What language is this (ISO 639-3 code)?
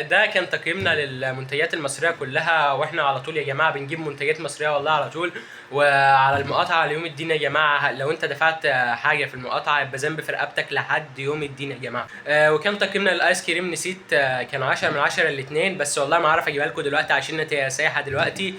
arz